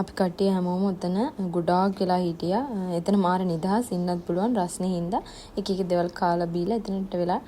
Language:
Sinhala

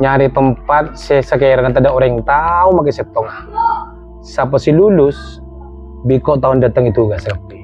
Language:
Madurese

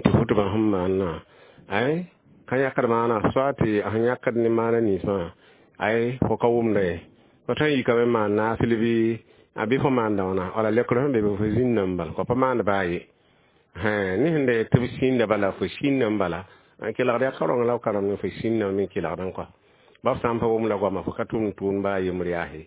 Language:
Mossi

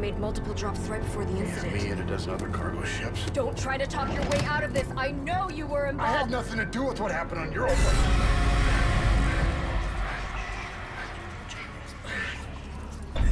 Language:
English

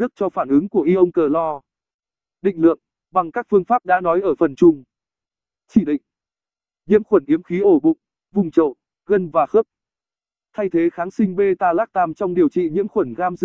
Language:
Vietnamese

